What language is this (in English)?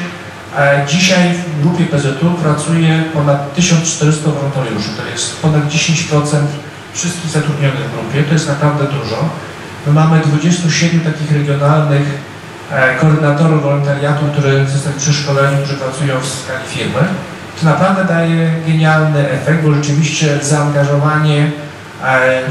Polish